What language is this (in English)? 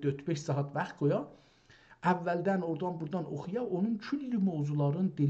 South Azerbaijani